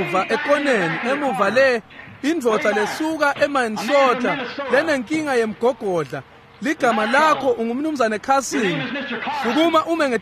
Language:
Swati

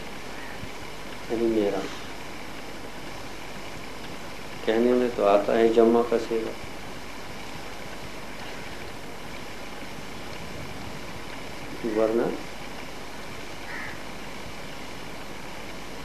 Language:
Urdu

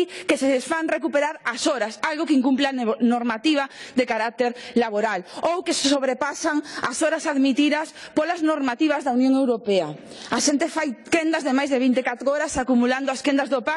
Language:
Galician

